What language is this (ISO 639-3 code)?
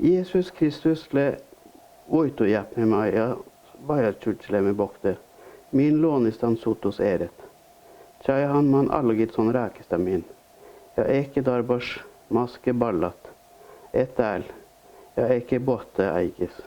sme